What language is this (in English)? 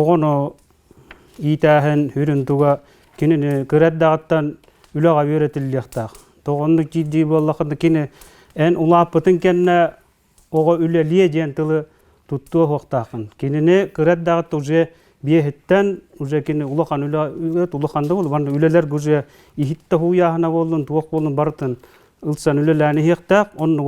Yakut